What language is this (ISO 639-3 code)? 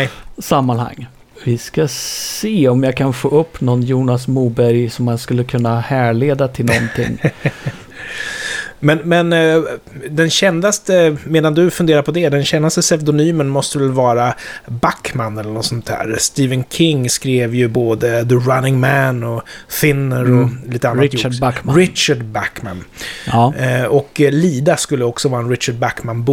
swe